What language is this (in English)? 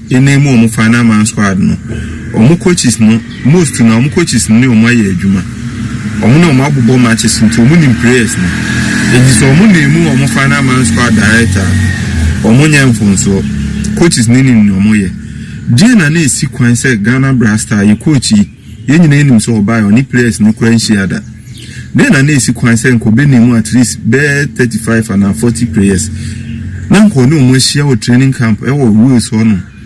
Akan